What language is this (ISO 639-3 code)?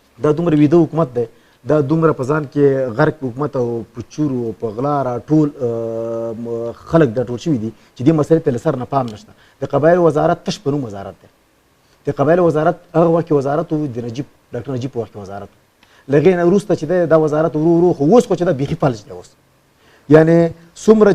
pus